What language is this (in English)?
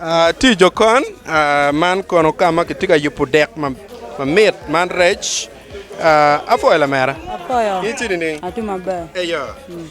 Acoli